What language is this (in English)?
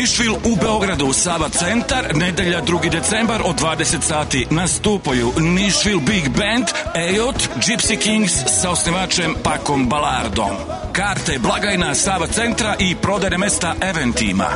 Serbian